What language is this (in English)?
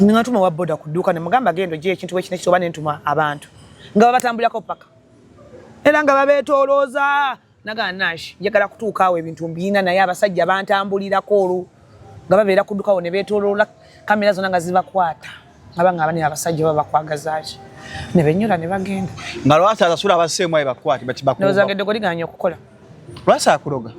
Ganda